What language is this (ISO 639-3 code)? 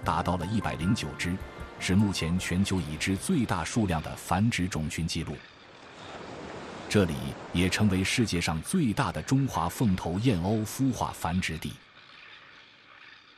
zho